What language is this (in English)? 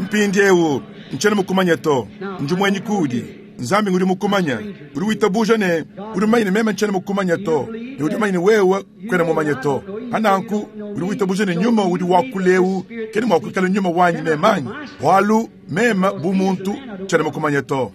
Luba-Lulua